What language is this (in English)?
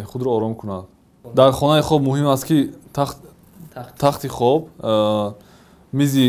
Tajik